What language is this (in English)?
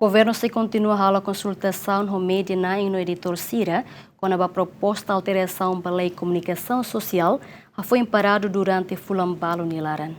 Tetum